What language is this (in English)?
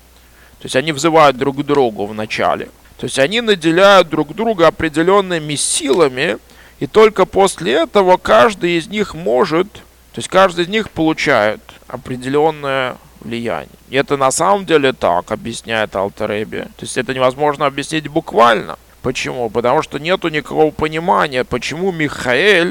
Russian